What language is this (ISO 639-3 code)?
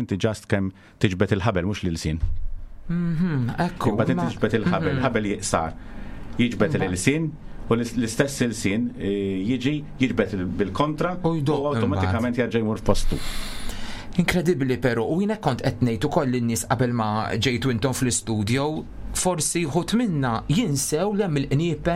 mlt